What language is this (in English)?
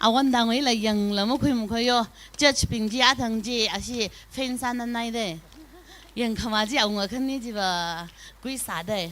Tangkhul Naga (India)